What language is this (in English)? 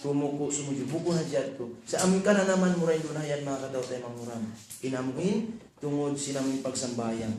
Tausug